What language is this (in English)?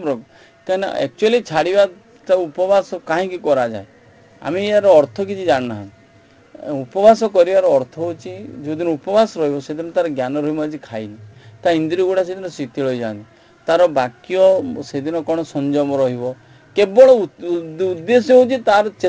Odia